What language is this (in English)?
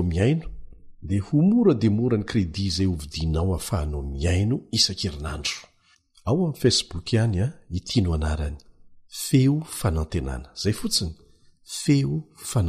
Malagasy